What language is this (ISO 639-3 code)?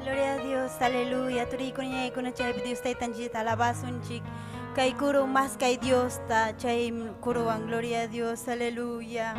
quy